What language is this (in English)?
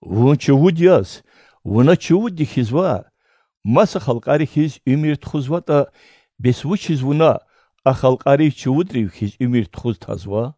Lezghian